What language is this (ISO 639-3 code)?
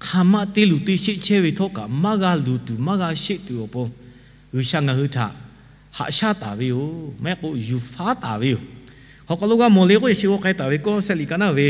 lhu